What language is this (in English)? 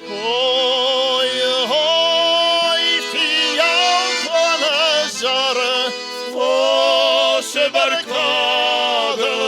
Ossetic